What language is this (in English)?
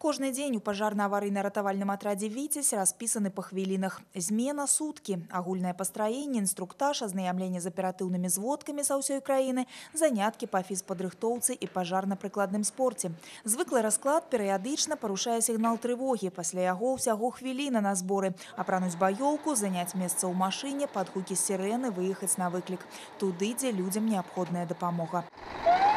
Belarusian